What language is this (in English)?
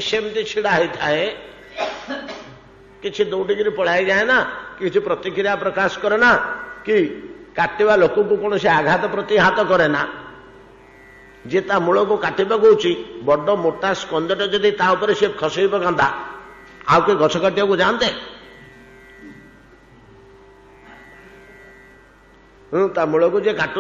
Odia